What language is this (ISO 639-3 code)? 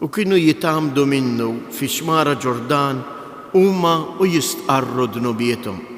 mlt